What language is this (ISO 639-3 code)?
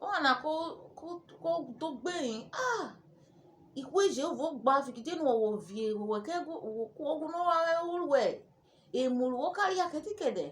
urh